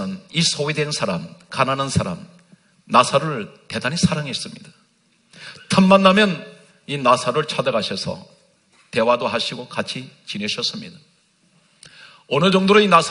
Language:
Korean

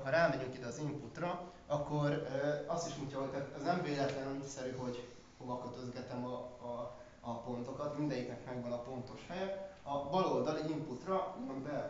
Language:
Hungarian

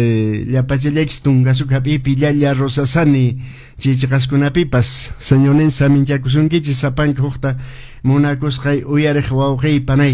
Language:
Quechua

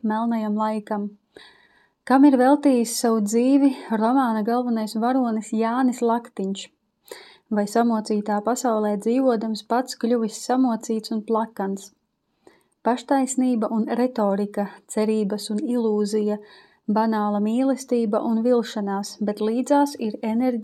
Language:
Latvian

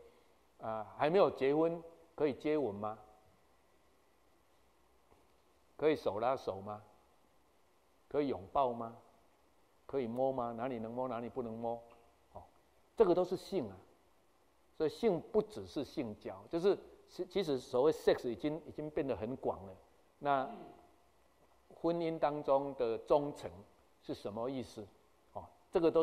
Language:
Chinese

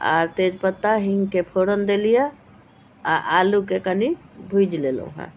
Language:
Maithili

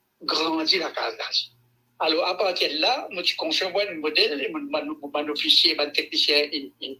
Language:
Morisyen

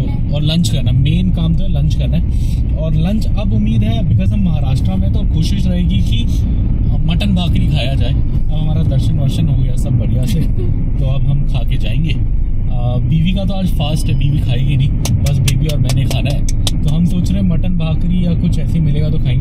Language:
Hindi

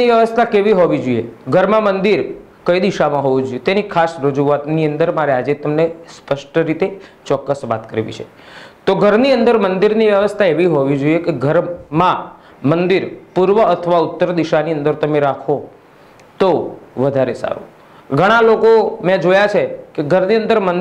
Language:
Gujarati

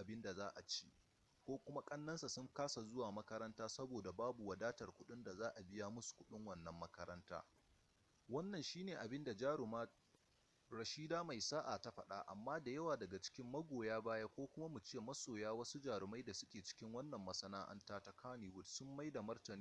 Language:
Hausa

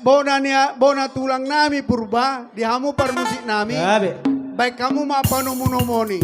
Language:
Batak Toba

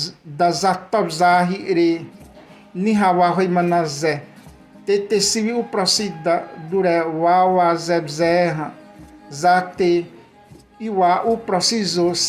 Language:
Xavánte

